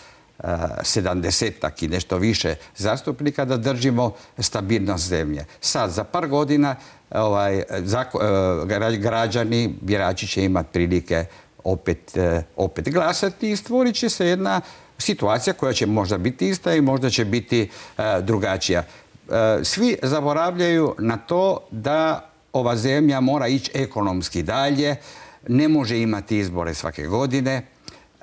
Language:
Croatian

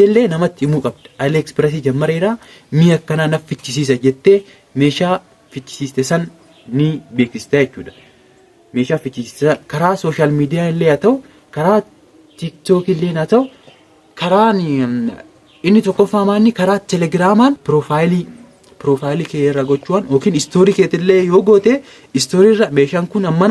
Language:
Oromo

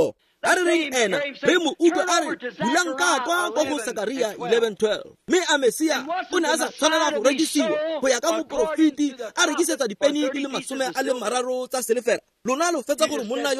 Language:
Tswana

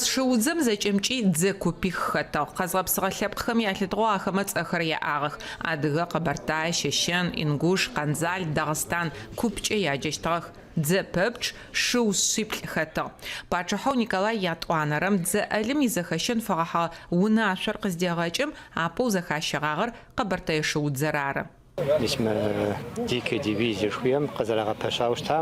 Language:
Adyghe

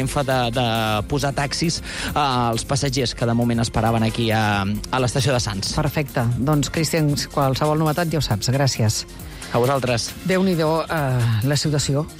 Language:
Catalan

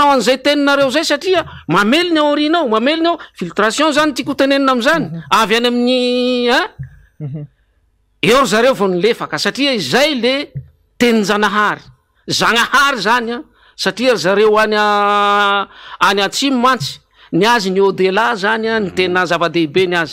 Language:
Malagasy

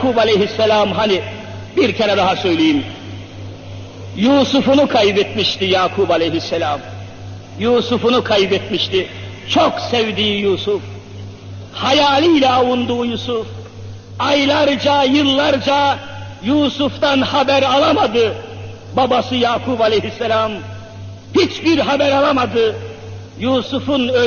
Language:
Turkish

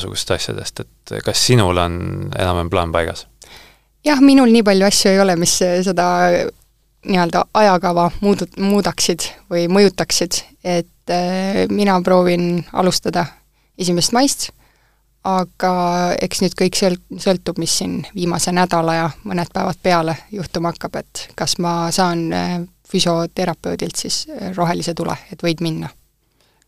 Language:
Estonian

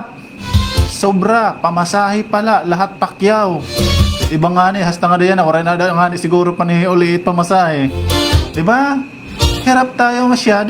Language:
Waray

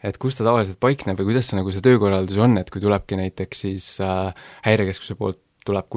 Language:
Estonian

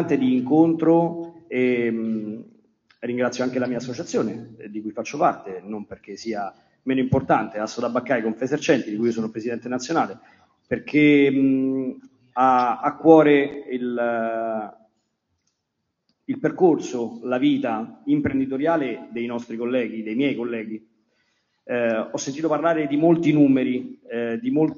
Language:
Italian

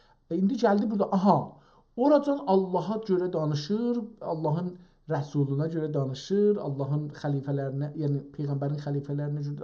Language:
South Azerbaijani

